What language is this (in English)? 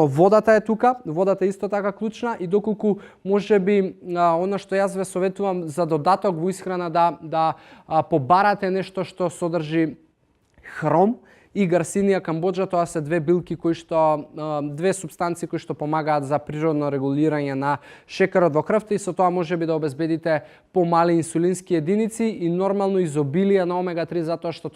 Macedonian